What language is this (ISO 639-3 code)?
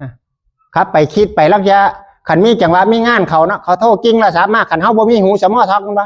tts